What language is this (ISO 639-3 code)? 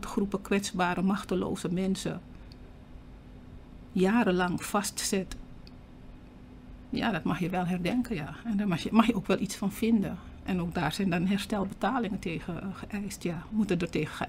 nld